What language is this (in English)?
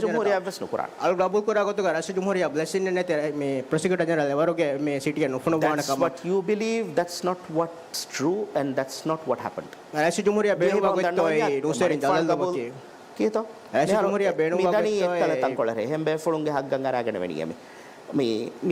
Divehi